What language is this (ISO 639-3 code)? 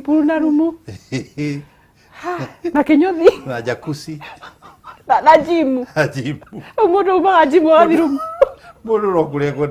kik